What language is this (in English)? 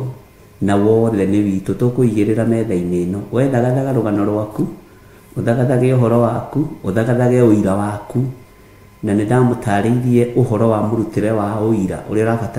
Kikuyu